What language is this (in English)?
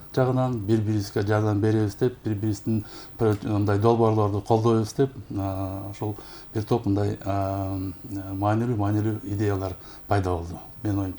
Kyrgyz